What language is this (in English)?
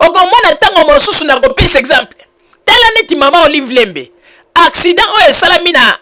Lingala